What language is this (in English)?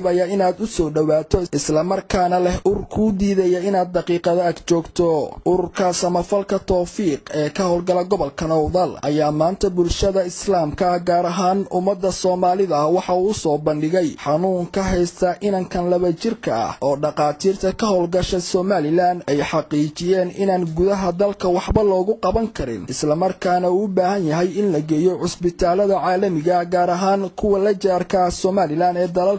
Somali